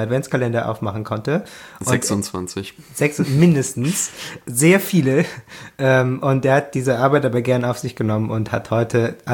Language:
German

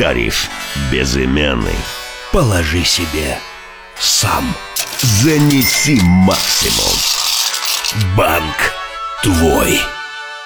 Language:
Russian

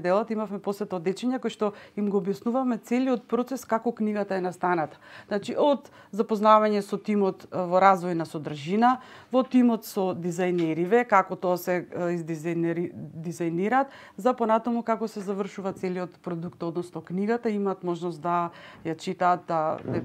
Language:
Macedonian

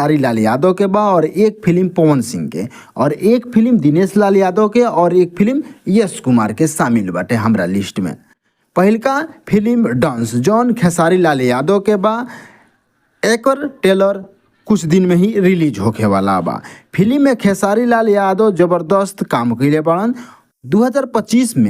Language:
Bhojpuri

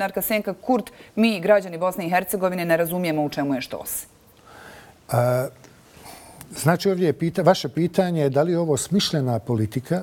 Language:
Bosnian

